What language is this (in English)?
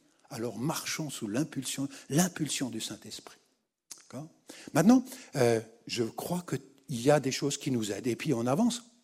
French